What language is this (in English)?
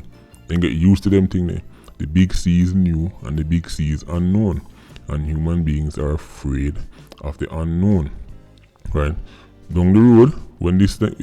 Jamaican Creole English